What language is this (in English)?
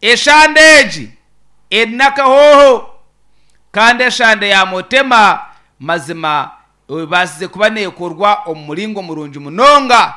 Nyankole